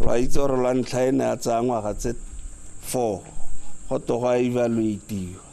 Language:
Tswana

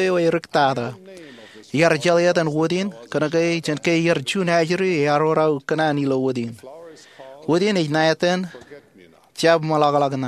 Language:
Marshallese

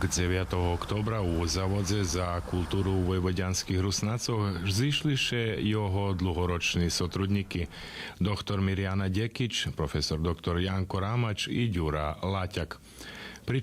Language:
Rusyn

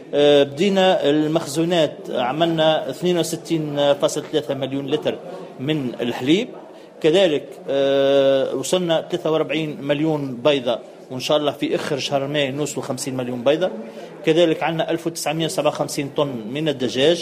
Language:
Tunisian Arabic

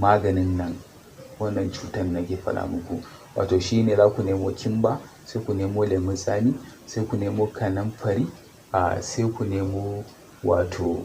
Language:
Hausa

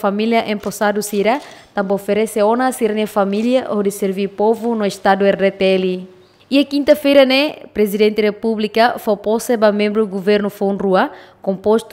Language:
Tetum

